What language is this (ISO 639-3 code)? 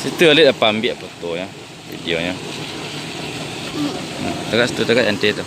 min